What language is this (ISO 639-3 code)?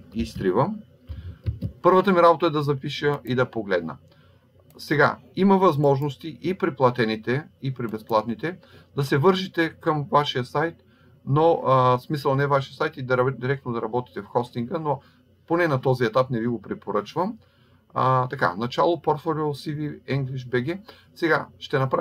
bul